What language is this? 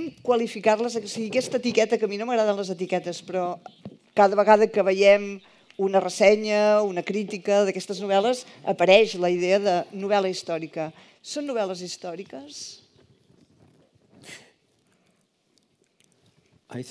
Catalan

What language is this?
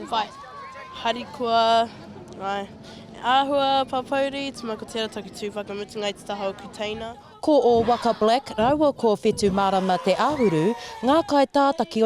Māori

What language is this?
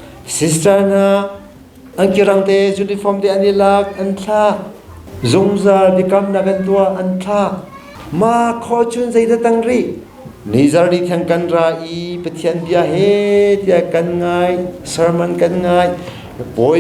Hakha Chin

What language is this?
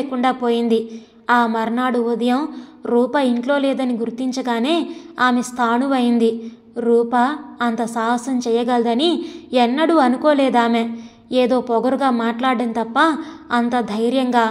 Telugu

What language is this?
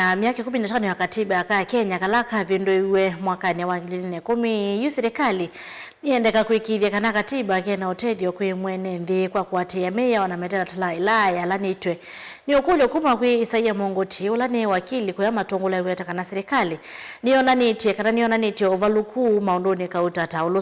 Kamba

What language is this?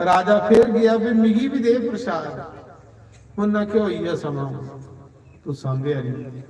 Dogri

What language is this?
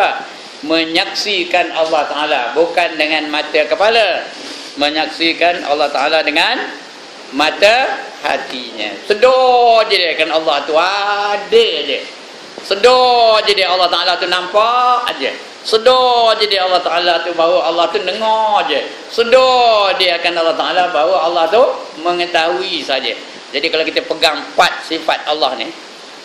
Malay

